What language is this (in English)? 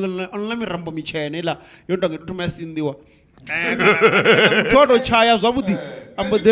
Venda